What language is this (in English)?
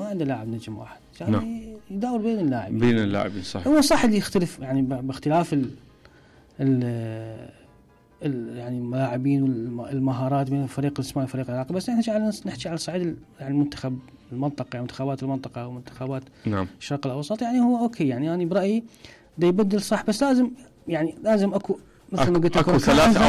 Mesopotamian Arabic